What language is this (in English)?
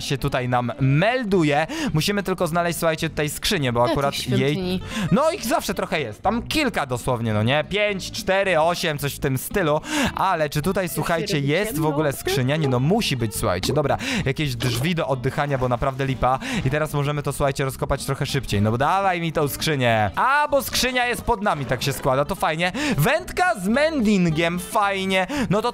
Polish